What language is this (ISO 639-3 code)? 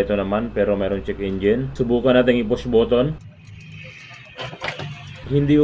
fil